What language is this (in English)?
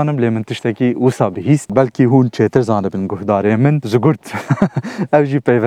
Kurdish